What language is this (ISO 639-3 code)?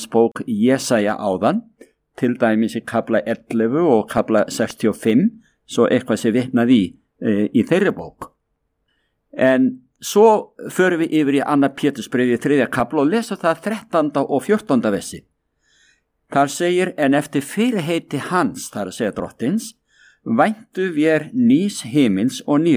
isl